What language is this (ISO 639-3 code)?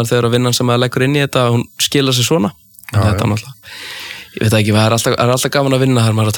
isl